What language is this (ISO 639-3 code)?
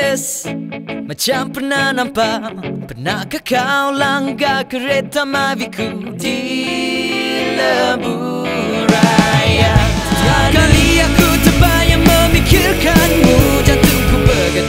msa